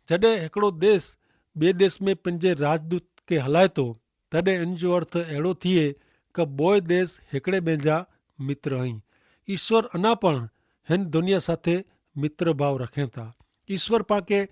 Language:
Kachhi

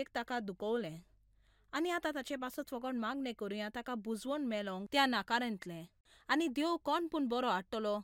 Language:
Konkani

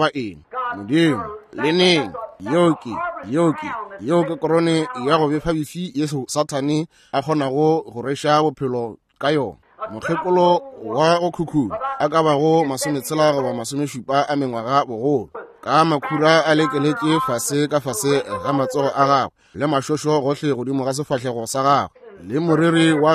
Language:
Northern Sotho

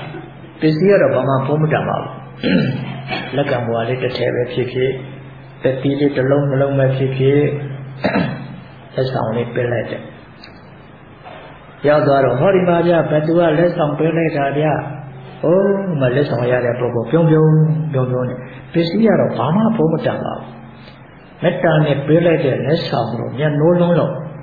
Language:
Burmese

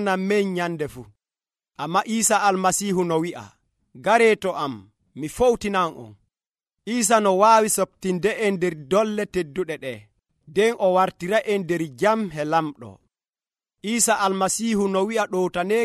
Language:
Nigerian Fulfulde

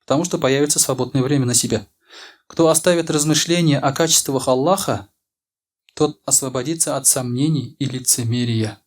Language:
Tatar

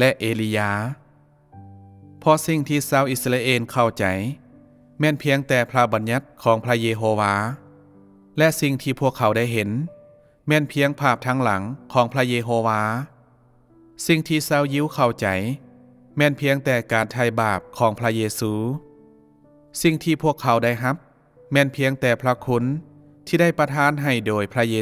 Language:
Lao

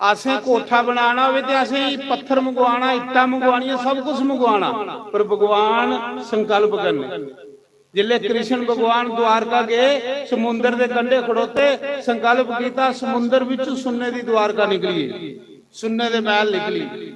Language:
Dogri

